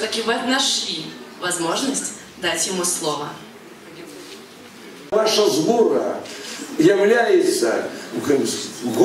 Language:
Russian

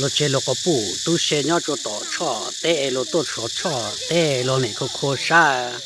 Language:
Hmong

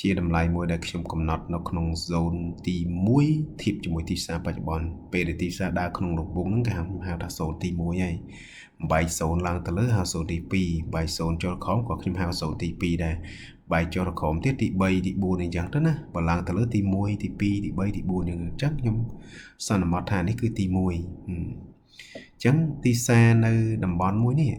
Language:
Khmer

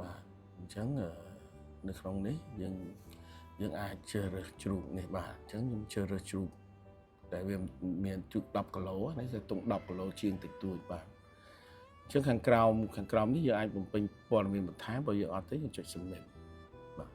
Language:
Khmer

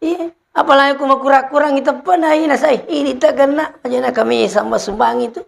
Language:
Buginese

